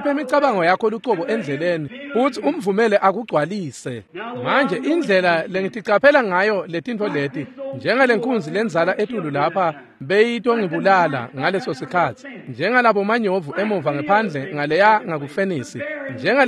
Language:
Swati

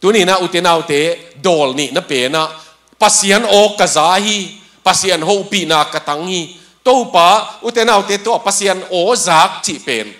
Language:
Tedim Chin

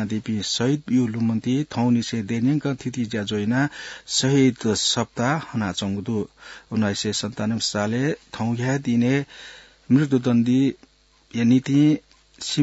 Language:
Newari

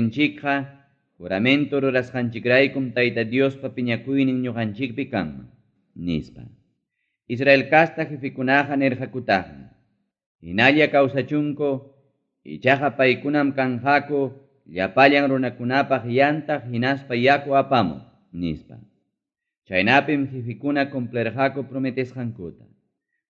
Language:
Ayacucho Quechua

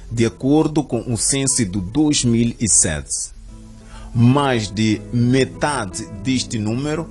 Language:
Portuguese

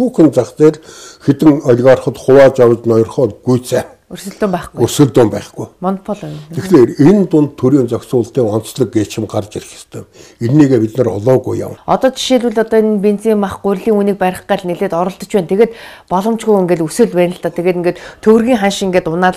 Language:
Mongolian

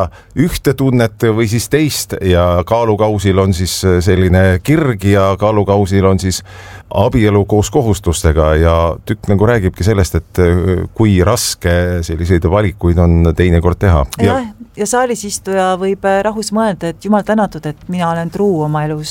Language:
Estonian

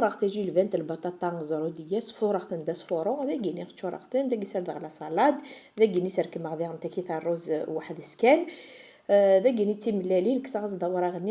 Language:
Kabyle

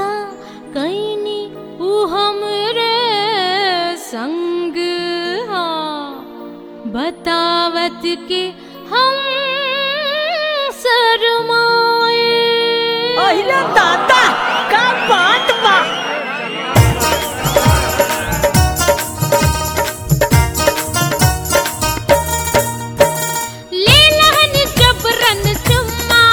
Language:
Bhojpuri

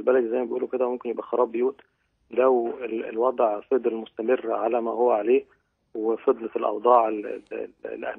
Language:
Egyptian Arabic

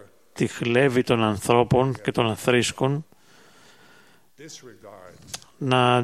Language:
Greek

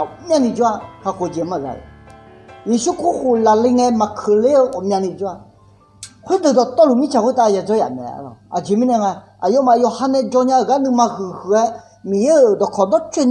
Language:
Akha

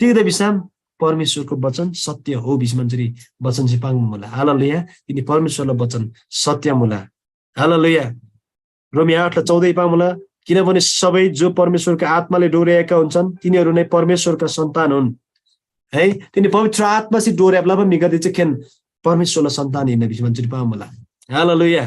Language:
Eastern Tamang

